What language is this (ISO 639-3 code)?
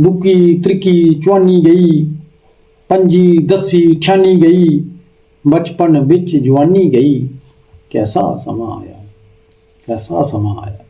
doi